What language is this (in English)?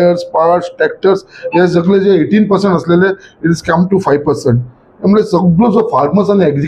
Konkani